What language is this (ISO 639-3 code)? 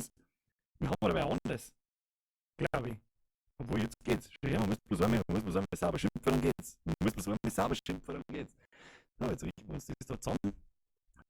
bar